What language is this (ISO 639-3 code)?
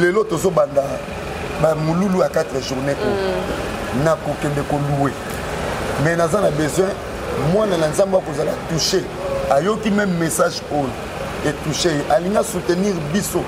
lin